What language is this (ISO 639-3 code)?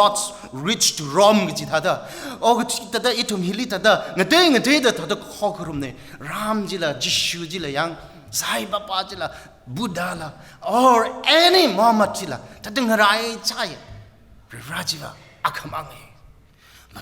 nmf